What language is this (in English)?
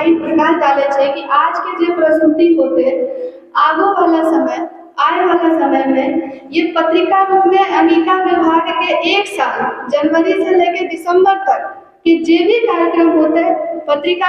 Angika